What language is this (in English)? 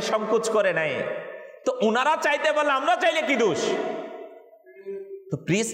Bangla